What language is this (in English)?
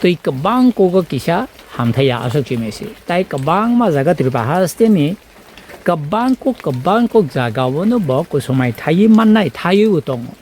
Kok Borok